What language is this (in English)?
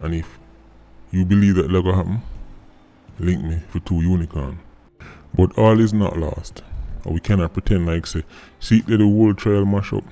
Jamaican Creole English